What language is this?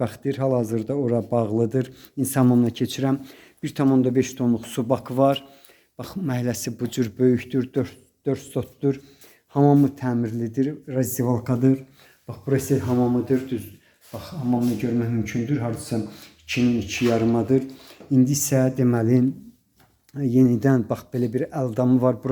Azerbaijani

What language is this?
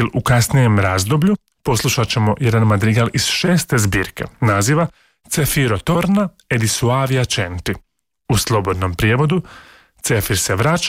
Croatian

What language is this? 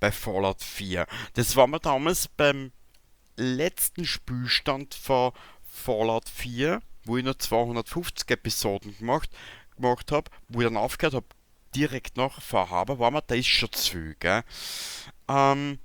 Bavarian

